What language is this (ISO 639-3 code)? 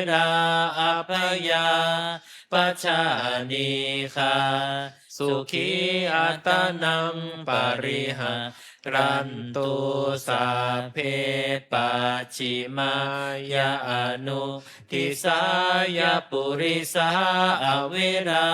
pli